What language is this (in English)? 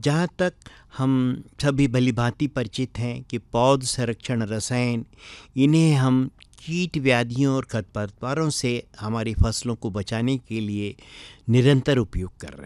Hindi